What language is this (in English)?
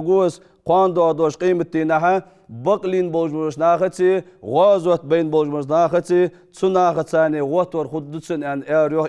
Ingush